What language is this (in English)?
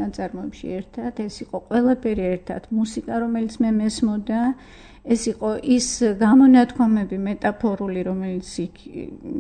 Georgian